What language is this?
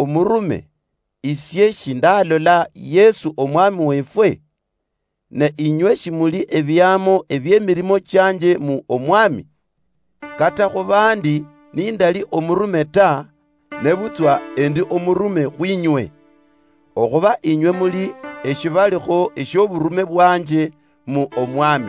Luyia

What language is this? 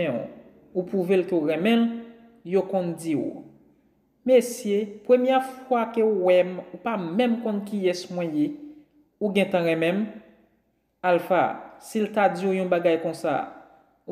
Haitian Creole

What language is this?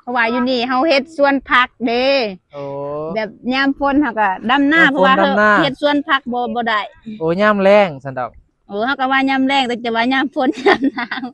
Northeastern Thai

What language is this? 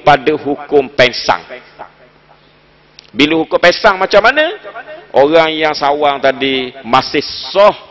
Malay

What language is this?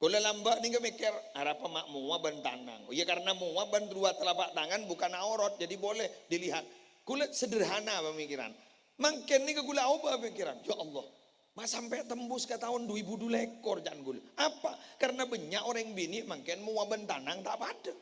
Madurese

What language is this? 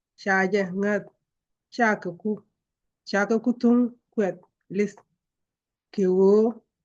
Nuer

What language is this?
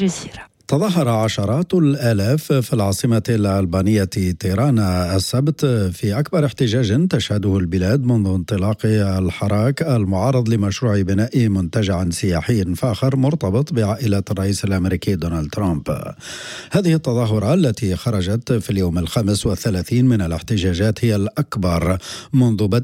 Arabic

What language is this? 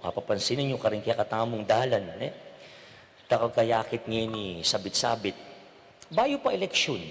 Pampanga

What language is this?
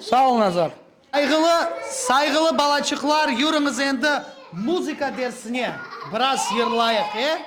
Crimean Tatar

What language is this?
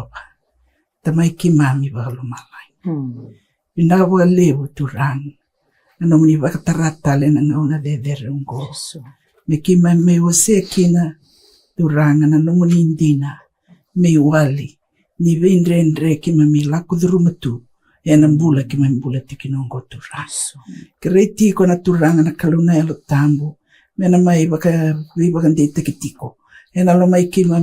Fijian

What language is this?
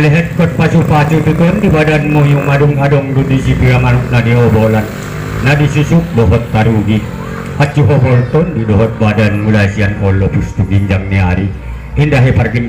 Batak Angkola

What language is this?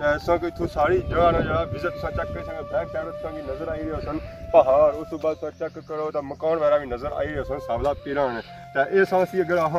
Pahari-Potwari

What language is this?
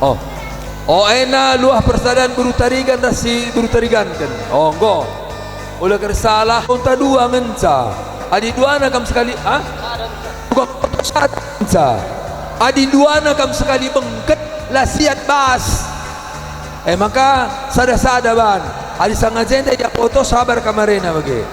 Batak Karo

